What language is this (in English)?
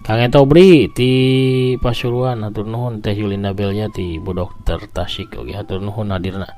Sundanese